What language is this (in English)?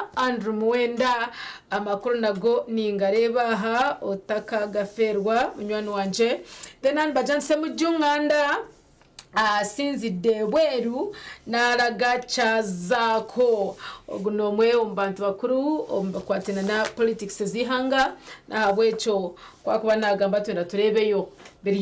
Nyankole